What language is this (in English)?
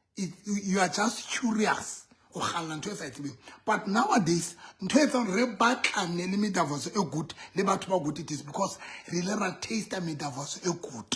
Southern Sotho